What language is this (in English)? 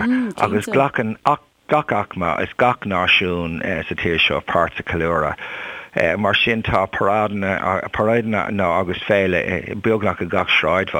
Irish